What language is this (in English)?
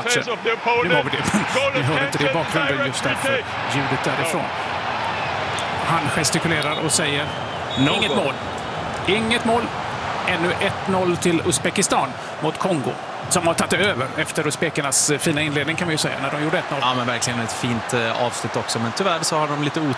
Swedish